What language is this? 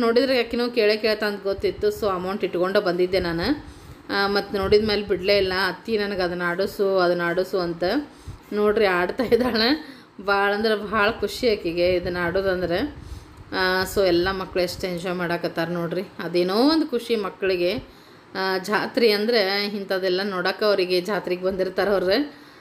Kannada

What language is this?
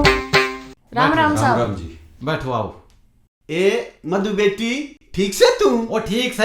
Haryanvi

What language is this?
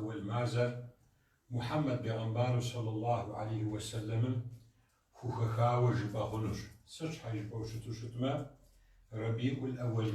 Kabardian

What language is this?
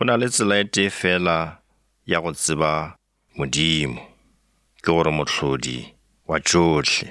Northern Sotho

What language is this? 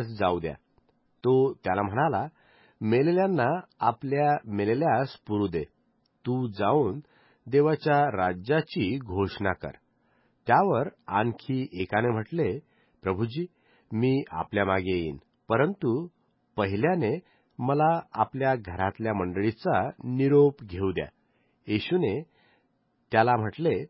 Marathi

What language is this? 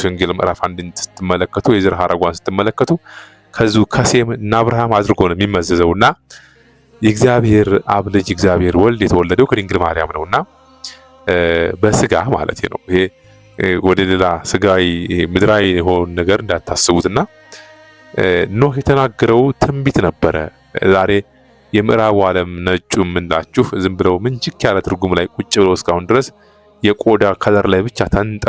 Amharic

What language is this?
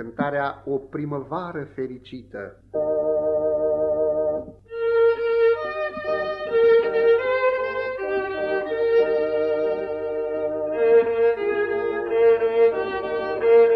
Romanian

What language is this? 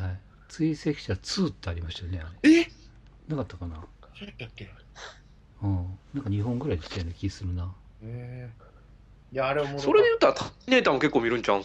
Japanese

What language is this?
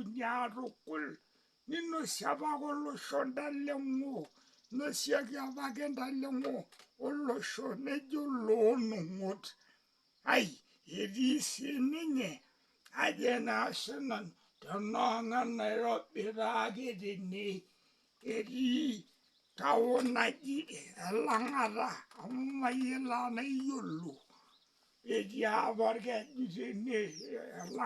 Masai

